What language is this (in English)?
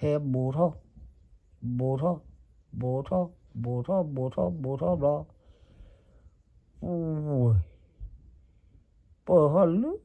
S'gaw Karen